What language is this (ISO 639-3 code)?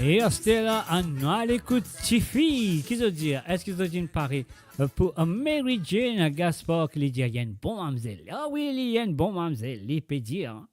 mfe